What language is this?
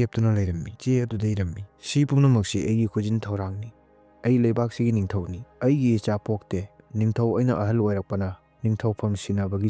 Manipuri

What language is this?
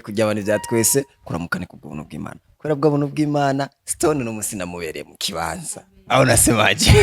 Rundi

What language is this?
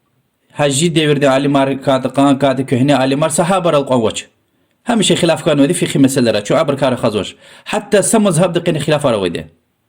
Lezghian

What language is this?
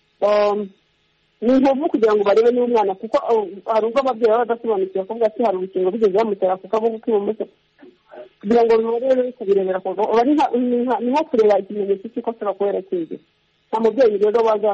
Kinyarwanda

